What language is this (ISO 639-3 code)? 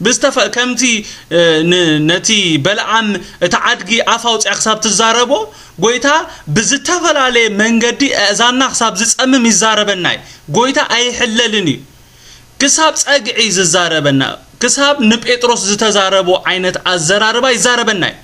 tir